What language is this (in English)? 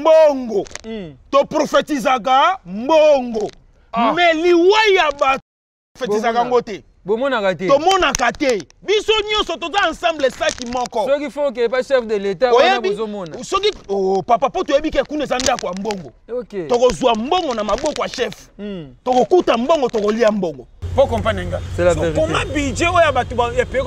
Lingala